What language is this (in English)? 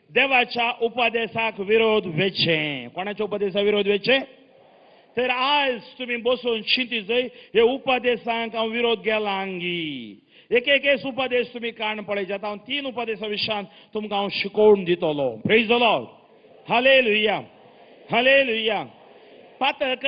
Konkani